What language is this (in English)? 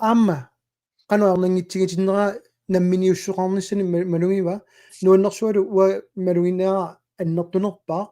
Kalaallisut